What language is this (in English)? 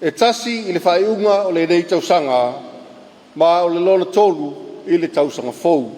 Samoan